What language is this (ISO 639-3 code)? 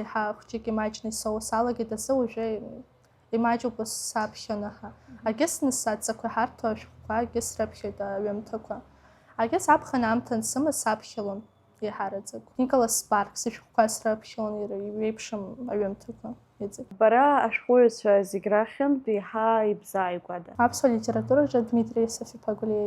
abk